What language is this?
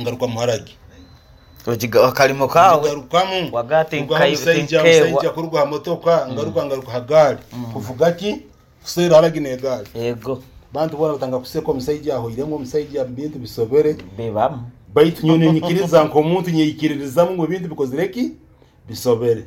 Nyoro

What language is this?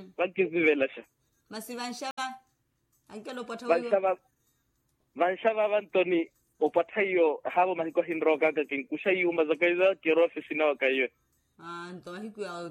Makhuwa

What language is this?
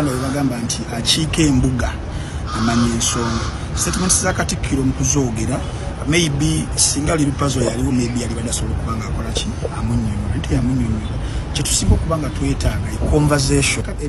Ganda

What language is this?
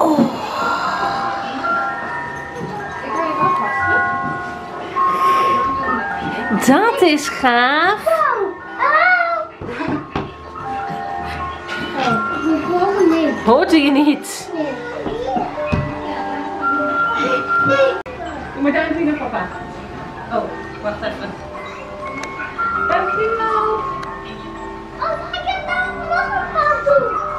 Dutch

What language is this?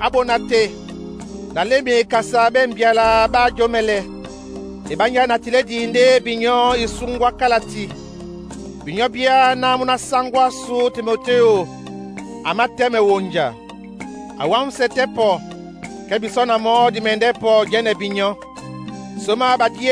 Duala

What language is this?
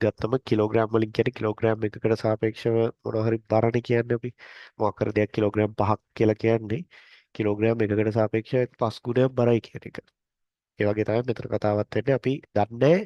Sinhala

